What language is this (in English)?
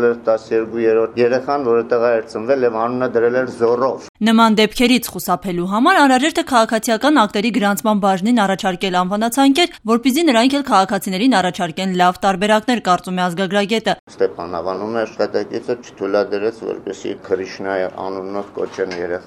Armenian